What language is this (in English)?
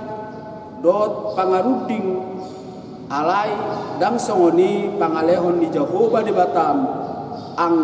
Batak Toba